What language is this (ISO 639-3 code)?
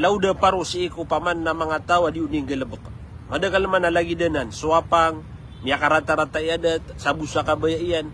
mrw